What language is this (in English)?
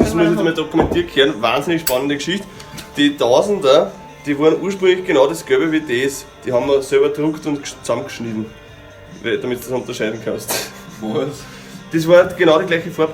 Bavarian